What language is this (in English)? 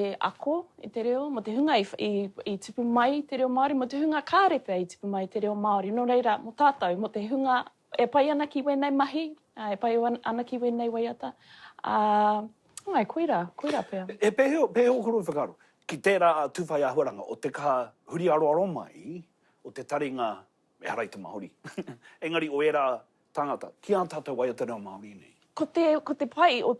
Māori